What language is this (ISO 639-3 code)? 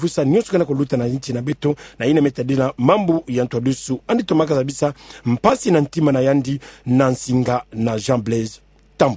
ktu